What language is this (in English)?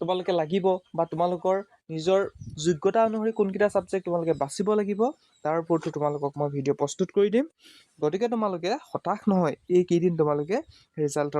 Assamese